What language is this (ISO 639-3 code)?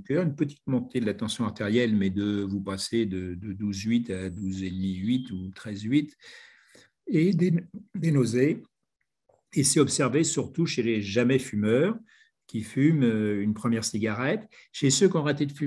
fra